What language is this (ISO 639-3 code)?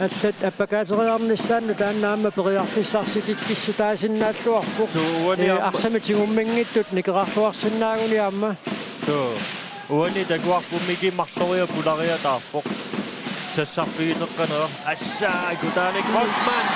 kal